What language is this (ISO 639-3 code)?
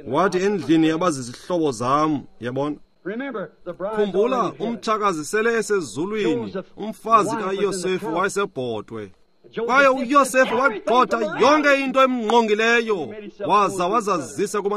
xho